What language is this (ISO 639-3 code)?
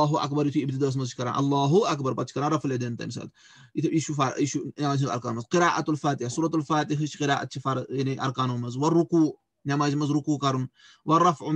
kas